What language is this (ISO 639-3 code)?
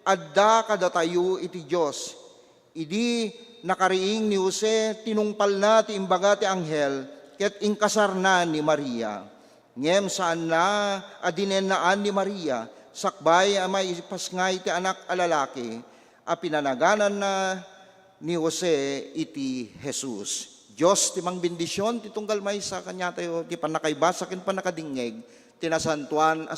ilo